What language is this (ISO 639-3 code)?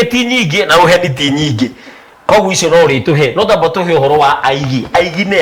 kik